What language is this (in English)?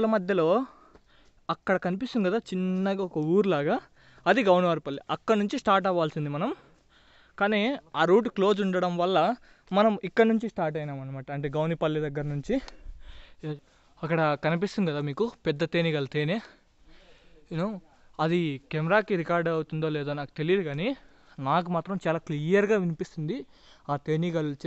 Telugu